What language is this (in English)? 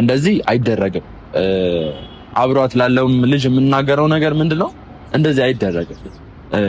Amharic